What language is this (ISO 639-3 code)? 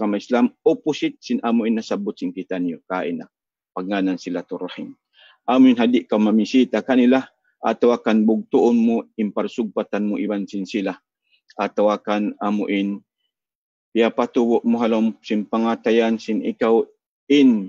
tsg